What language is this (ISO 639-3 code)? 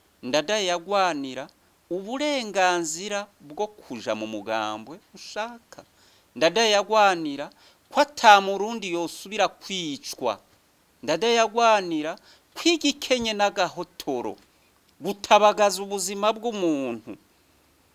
run